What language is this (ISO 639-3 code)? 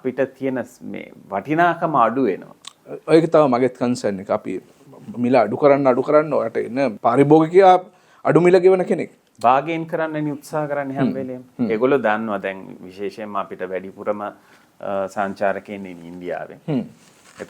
sin